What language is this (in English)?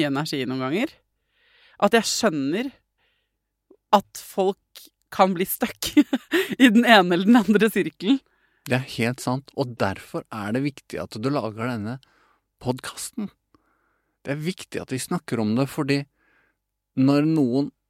Norwegian